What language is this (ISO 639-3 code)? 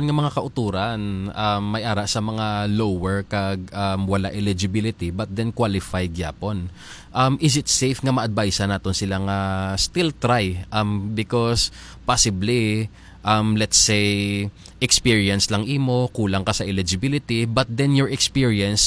hil